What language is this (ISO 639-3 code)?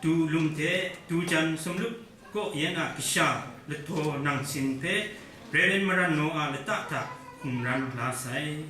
kac